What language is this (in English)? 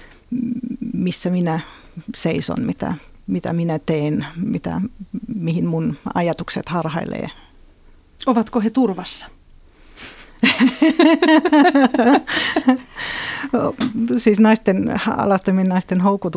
Finnish